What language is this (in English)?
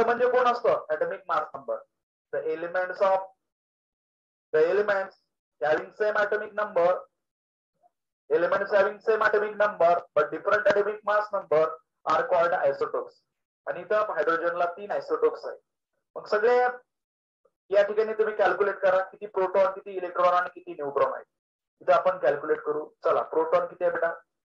Marathi